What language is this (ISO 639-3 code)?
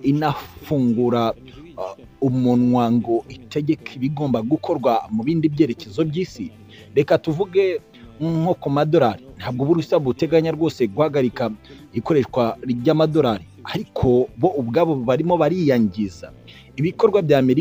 kin